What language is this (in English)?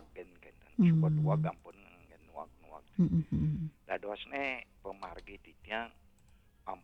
Balinese